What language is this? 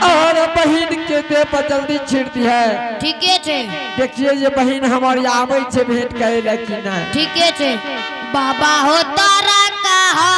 Angika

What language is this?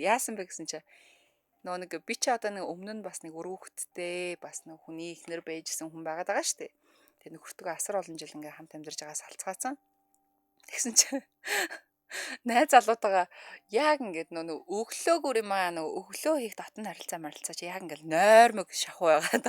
Mongolian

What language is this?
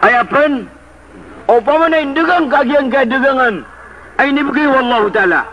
Maranao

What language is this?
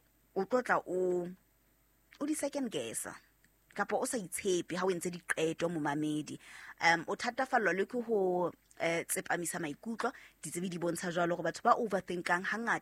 Southern Sotho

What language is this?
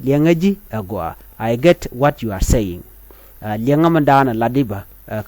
Nuer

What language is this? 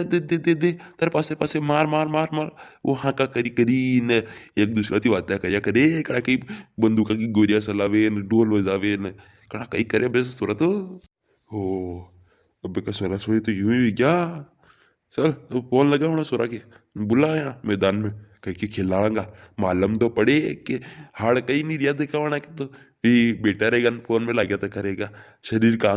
Rajasthani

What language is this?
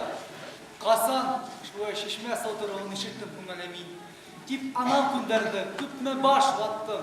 Bashkir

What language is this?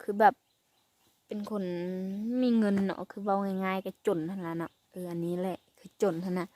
Lao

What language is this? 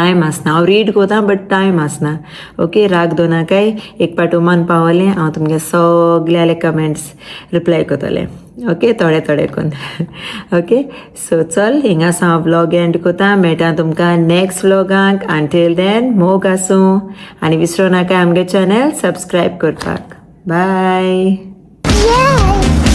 Konkani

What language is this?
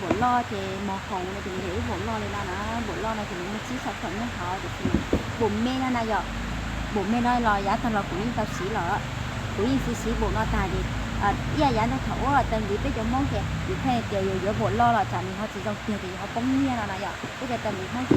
Hmong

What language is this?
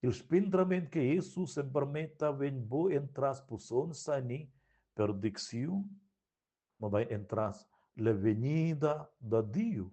Romansh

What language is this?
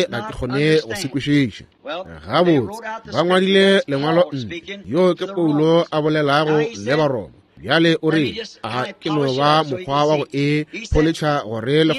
Northern Sotho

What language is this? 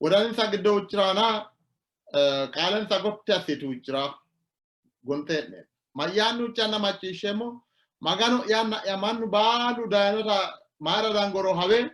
Sidamo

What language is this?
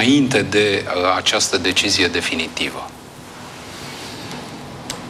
Romanian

